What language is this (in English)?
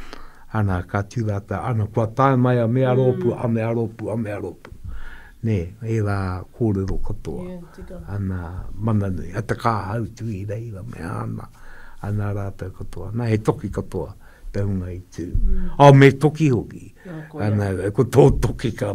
Māori